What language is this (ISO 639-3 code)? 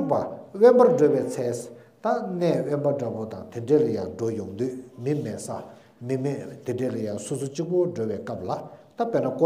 bod